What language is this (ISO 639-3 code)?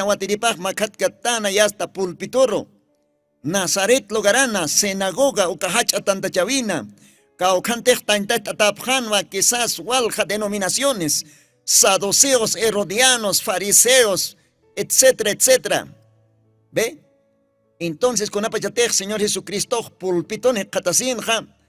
aym